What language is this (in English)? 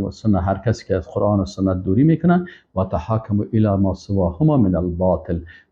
Persian